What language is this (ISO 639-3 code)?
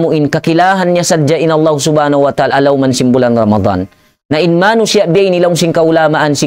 tsg